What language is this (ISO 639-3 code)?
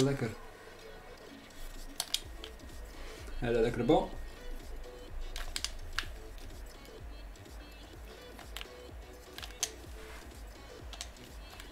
nld